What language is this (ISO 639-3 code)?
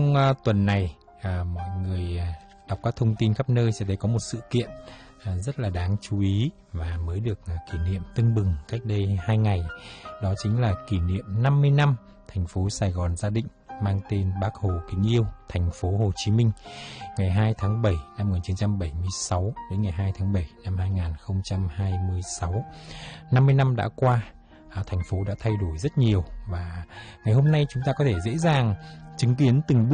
vie